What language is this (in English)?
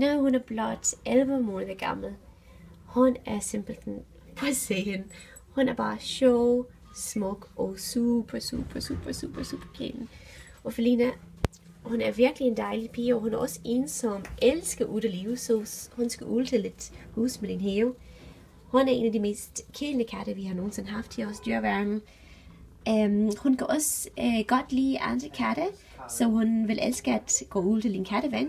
Danish